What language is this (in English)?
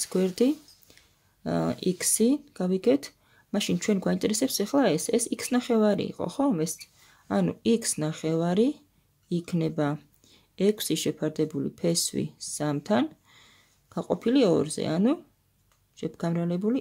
Georgian